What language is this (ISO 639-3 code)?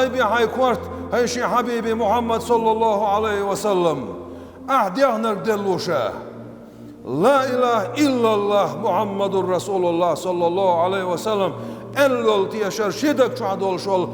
che